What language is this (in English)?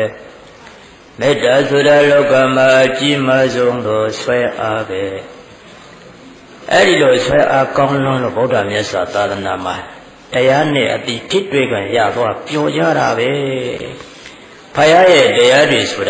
Burmese